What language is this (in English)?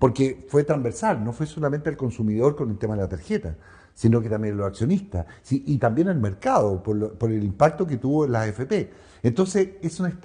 Spanish